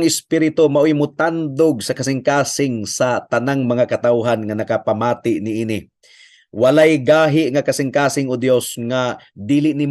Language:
Cebuano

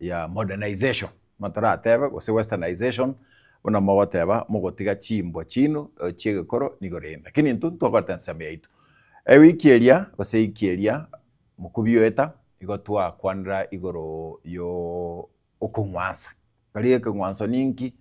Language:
Gusii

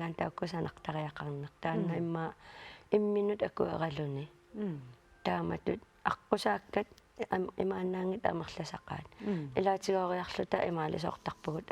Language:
Kalaallisut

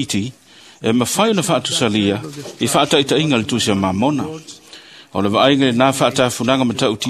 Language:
Samoan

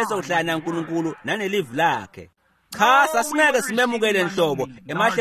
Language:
Swati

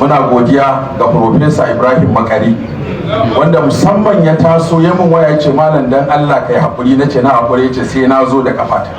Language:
Hausa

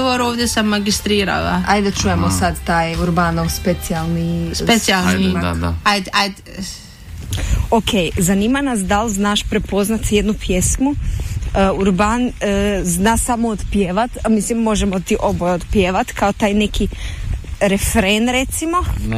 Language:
Croatian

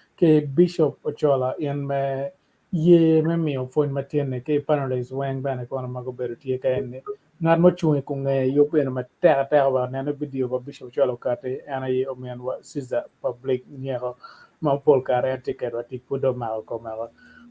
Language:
Acoli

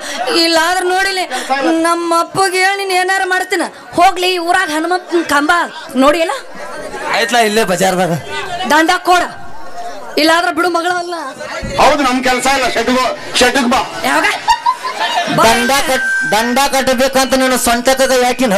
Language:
Kannada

